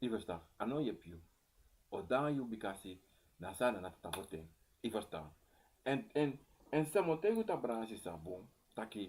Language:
Sranan Tongo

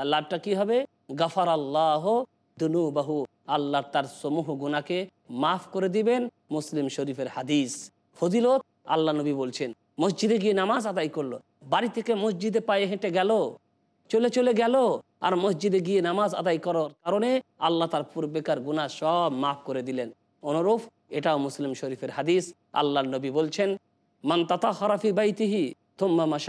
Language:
Bangla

